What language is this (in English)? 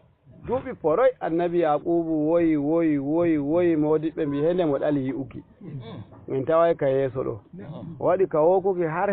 Fula